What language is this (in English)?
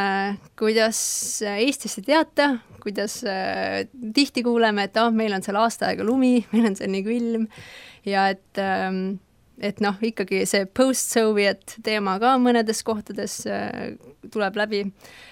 Estonian